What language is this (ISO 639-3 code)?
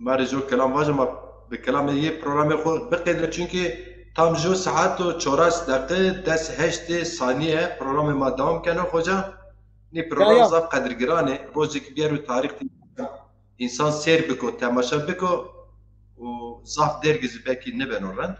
zza